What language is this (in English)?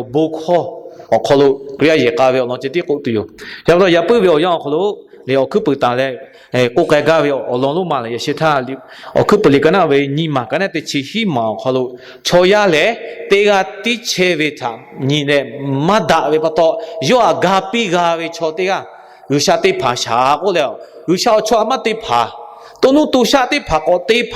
Lahu